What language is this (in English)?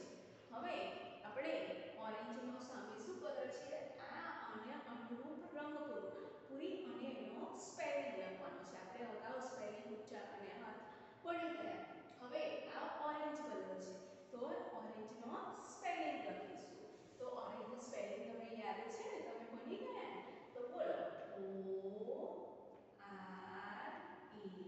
Gujarati